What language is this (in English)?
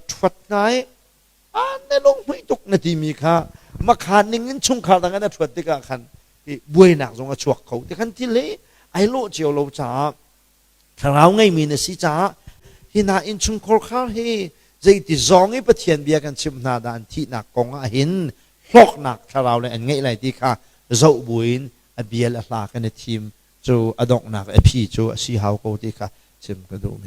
Hakha Chin